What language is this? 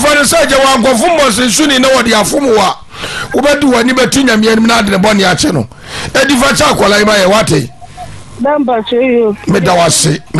Akan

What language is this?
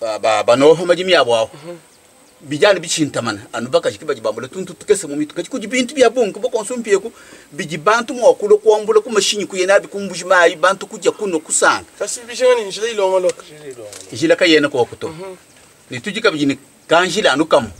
Luba-Lulua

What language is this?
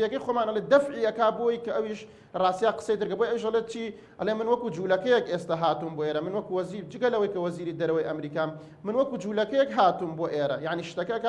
Central Kurdish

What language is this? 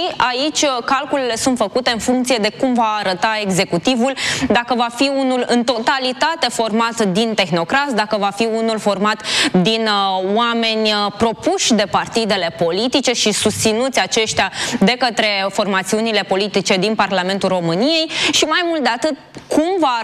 Romanian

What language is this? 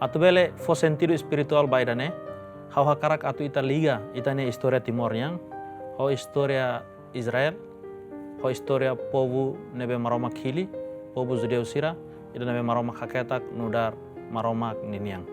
Tetum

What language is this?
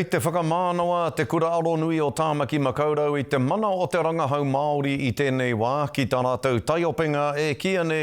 Māori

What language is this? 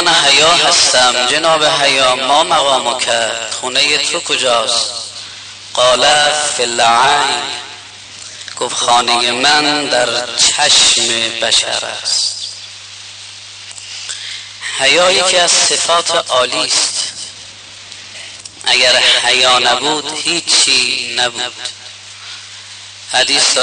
Persian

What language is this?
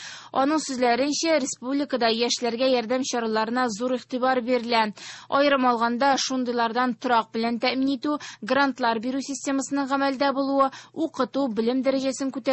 Tatar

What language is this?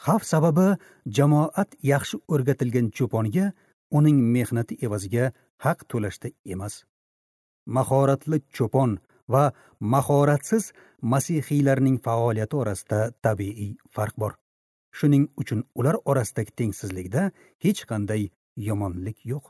Uzbek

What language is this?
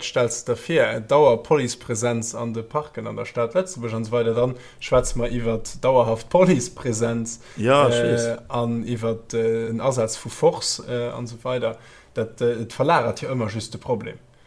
Luxembourgish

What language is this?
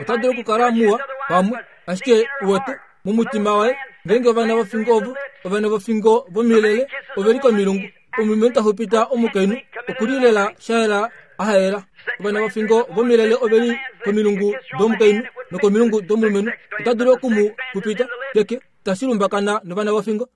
Kuanyama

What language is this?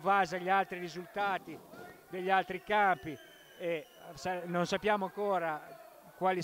Italian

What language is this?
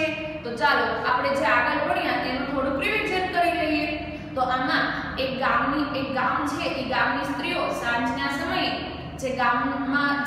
Gujarati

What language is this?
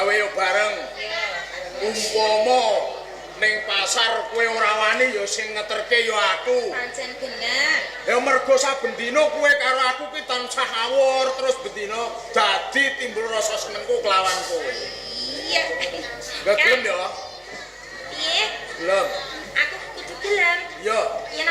Javanese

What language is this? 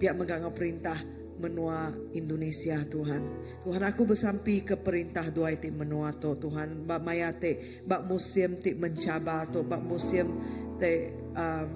Iban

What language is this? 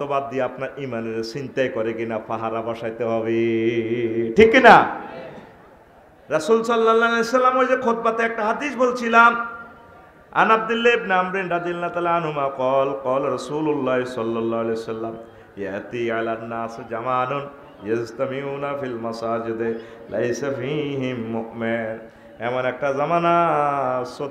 Bangla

